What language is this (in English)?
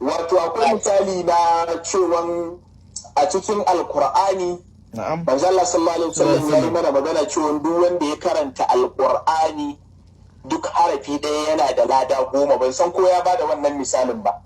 Hausa